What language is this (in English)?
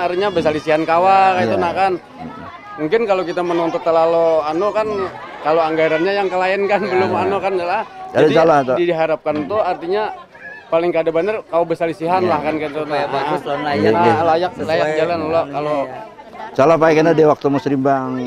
Banjar